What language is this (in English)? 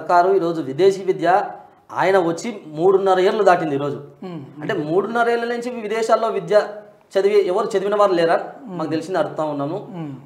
Telugu